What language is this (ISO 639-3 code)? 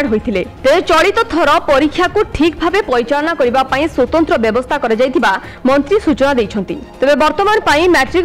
ori